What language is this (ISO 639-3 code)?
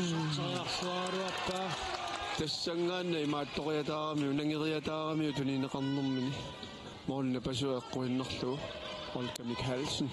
kal